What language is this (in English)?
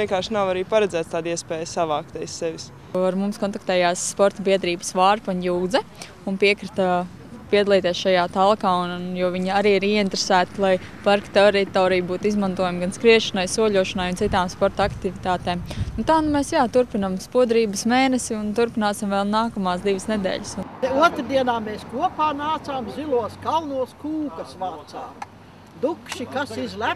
Latvian